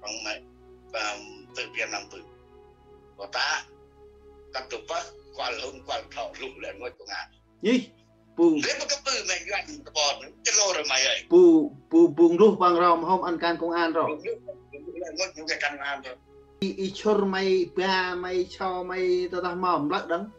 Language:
Central Mnong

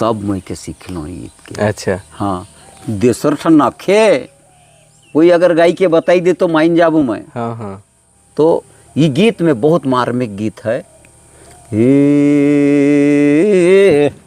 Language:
Sadri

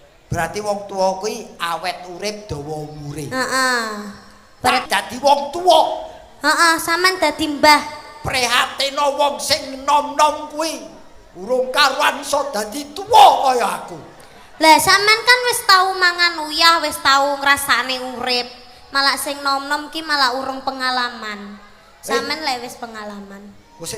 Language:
Javanese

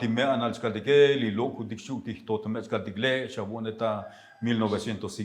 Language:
Tzotzil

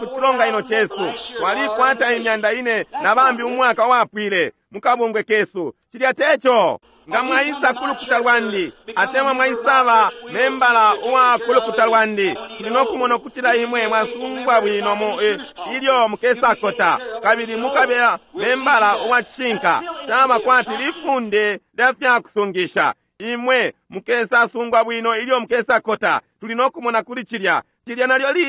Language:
Bemba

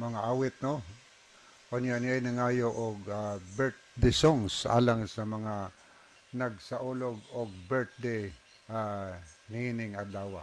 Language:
Cebuano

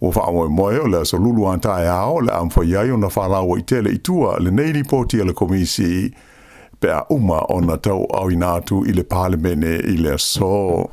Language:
Samoan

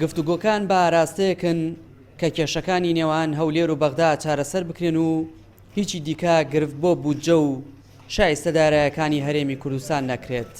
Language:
Central Kurdish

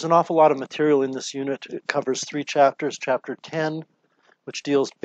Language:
English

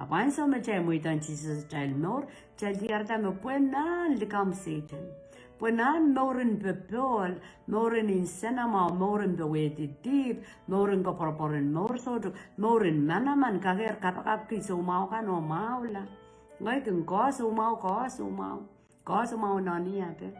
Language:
Pohnpeian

